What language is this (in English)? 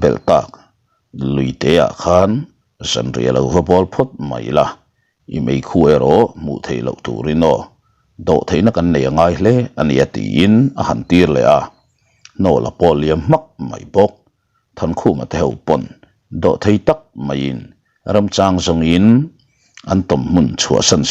Mizo